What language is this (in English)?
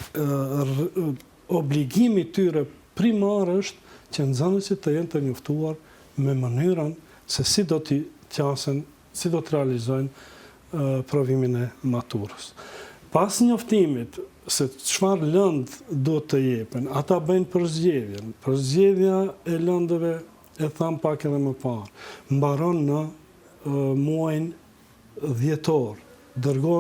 Albanian